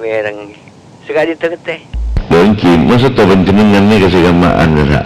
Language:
Madurese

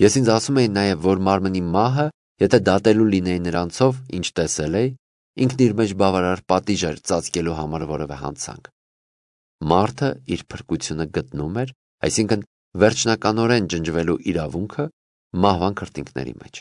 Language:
Armenian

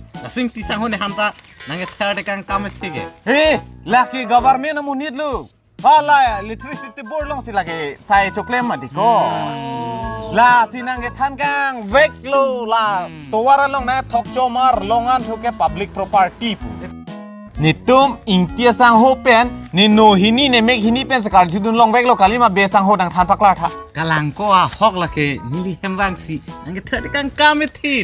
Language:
Karbi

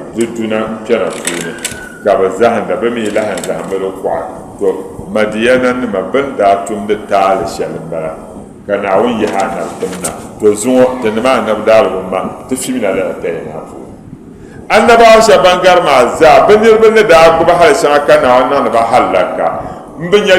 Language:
Dagbani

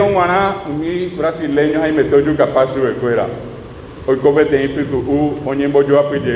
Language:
Guarani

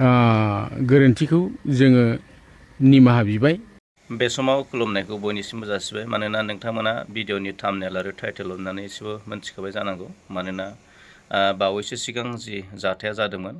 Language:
Bodo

